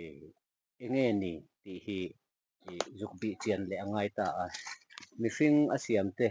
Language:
Mizo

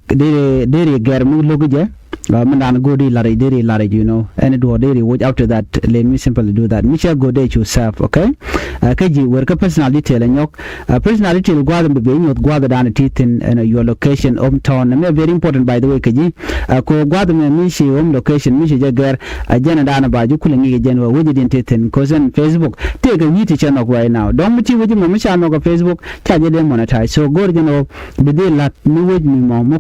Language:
Nuer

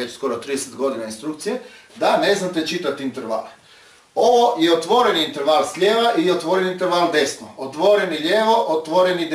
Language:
Croatian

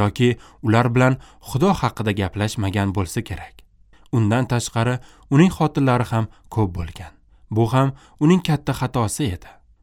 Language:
Uzbek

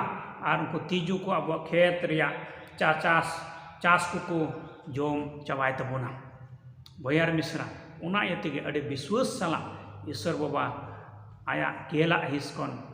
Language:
Santali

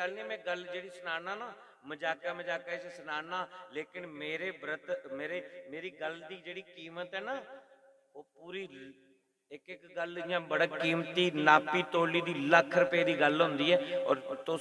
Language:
Dogri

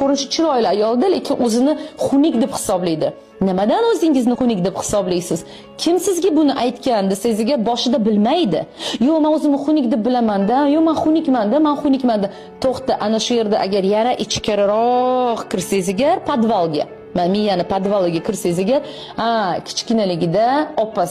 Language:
Uzbek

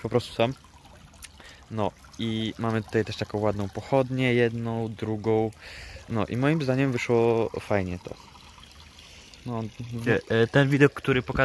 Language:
Polish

